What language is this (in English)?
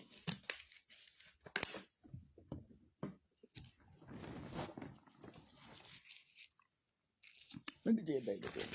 Northeastern Thai